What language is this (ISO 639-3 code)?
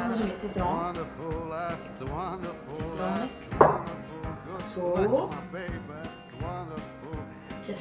ces